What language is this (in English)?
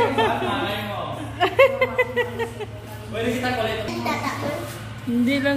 Filipino